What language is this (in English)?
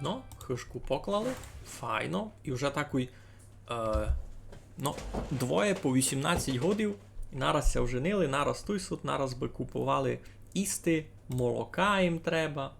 Rusyn